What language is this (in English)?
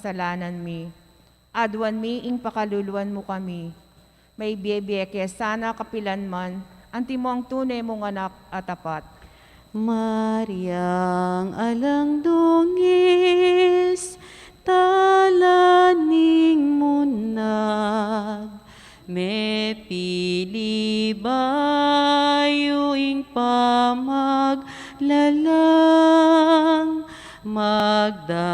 Pampanga